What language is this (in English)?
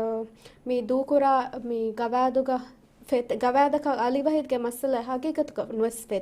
Divehi